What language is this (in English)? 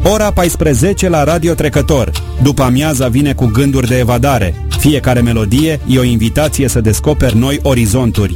Romanian